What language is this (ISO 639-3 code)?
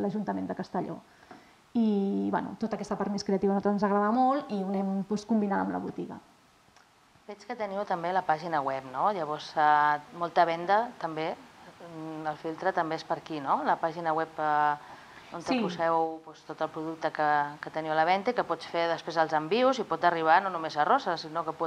cat